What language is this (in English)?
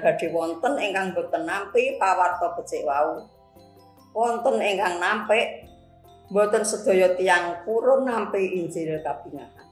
Javanese